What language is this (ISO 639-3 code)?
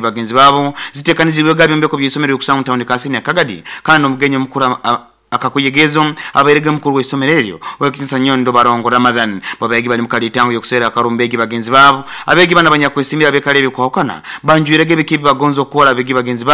nyo